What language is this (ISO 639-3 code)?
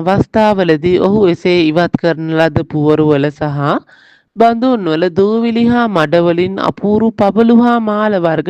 sin